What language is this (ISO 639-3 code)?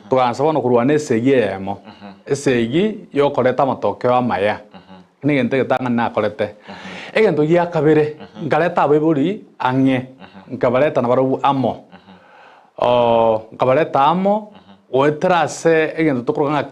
guz